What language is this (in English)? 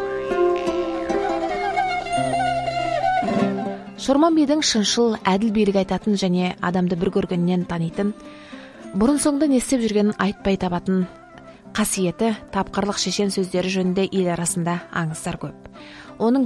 Kazakh